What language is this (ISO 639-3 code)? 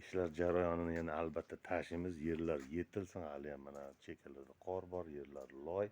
uzb